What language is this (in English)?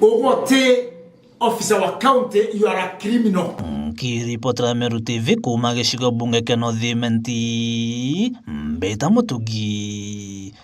Meru